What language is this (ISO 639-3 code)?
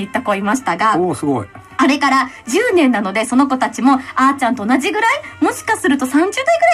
jpn